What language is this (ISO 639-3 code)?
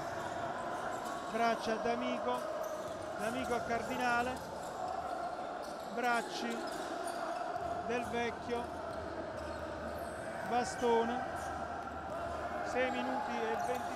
ita